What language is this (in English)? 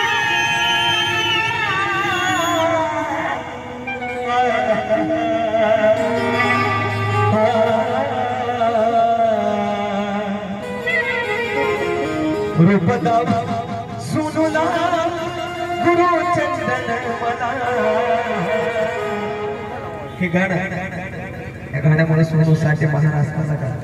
Marathi